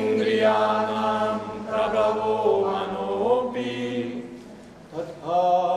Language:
Sanskrit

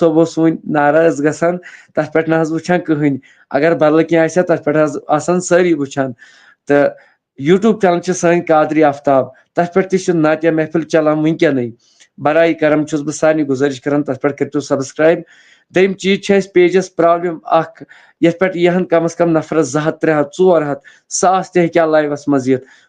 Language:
Kashmiri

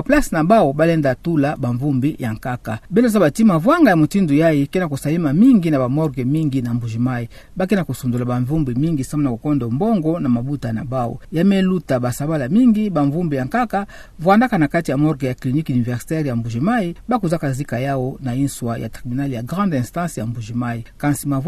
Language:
Kituba (Democratic Republic of Congo)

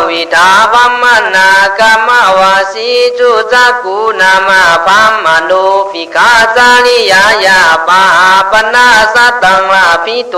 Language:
Khün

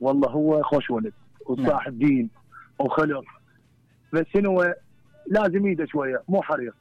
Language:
Mesopotamian Arabic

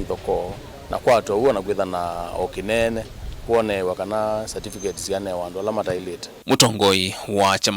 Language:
Kamba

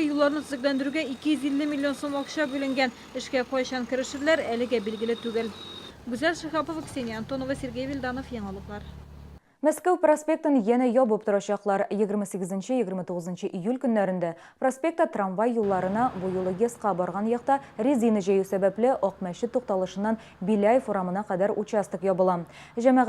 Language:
Tatar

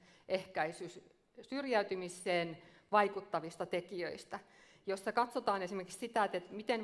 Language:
Finnish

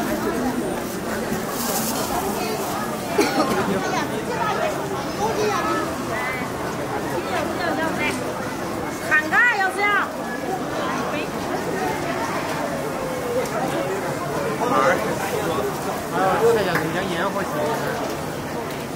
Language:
Chinese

